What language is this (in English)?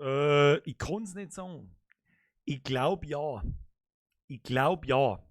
Bavarian